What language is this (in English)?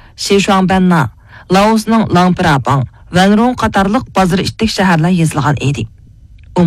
Uyghur